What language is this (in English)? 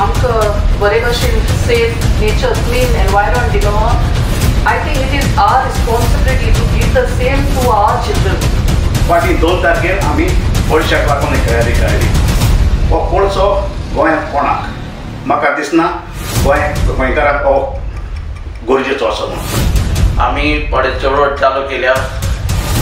Konkani